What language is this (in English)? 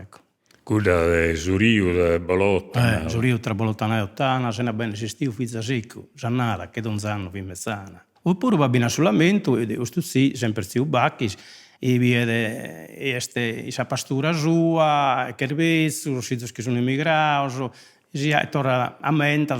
Sardinian